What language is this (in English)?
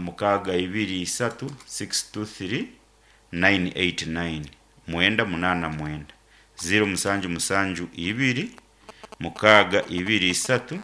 Nyankole